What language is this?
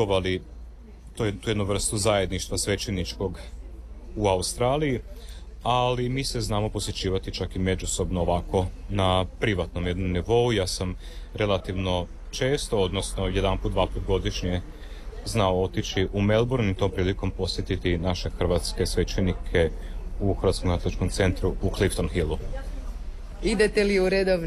Croatian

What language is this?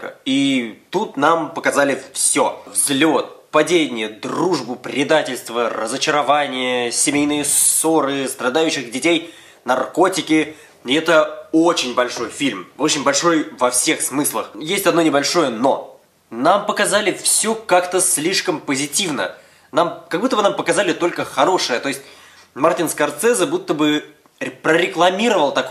Russian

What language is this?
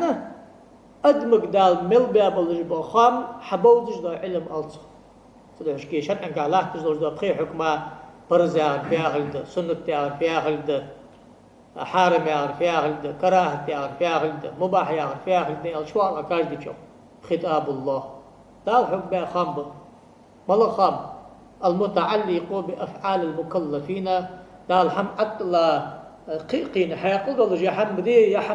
Ingush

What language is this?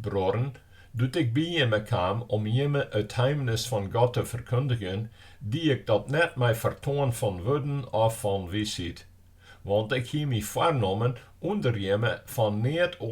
Western Frisian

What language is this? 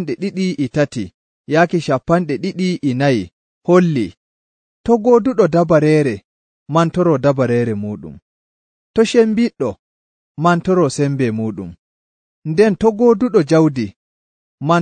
Nigerian Fulfulde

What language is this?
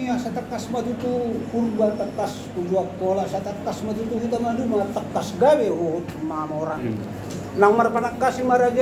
Batak Toba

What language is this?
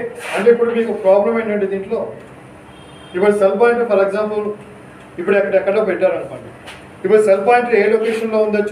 Telugu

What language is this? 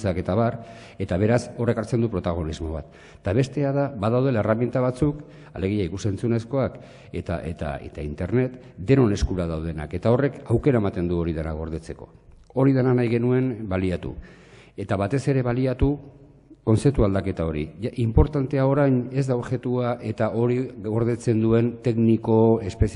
Basque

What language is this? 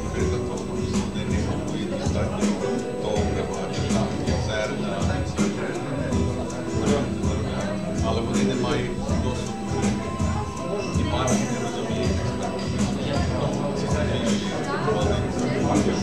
Ukrainian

